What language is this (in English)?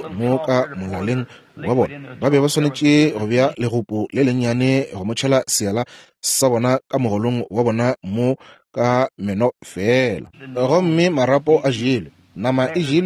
Northern Sotho